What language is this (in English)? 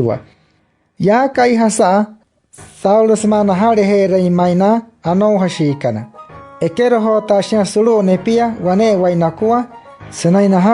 Wayuu